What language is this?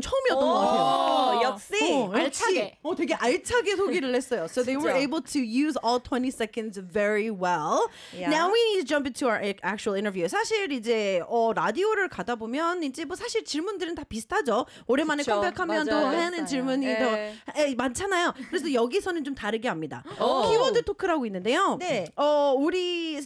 Korean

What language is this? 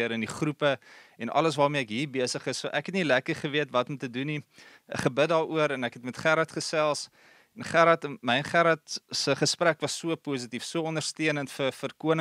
Afrikaans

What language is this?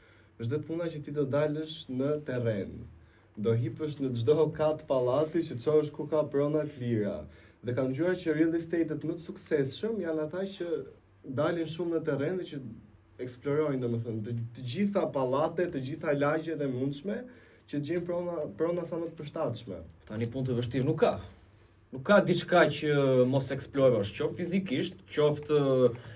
Albanian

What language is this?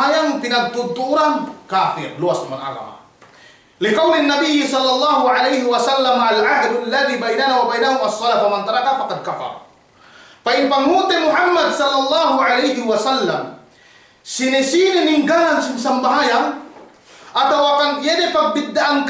Yakan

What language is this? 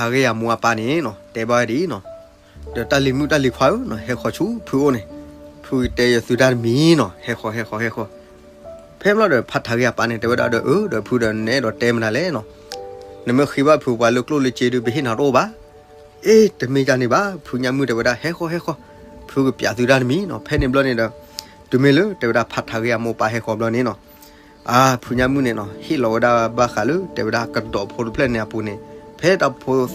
S'gaw Karen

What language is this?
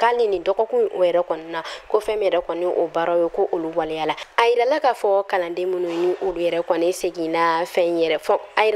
Bambara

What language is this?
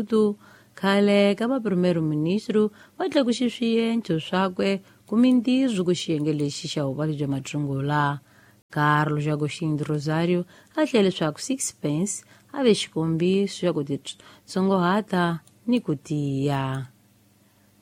Tsonga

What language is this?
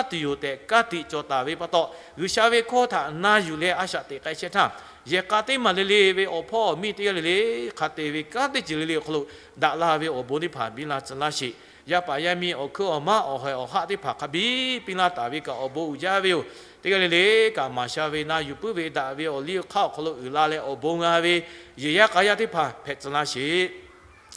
Lahu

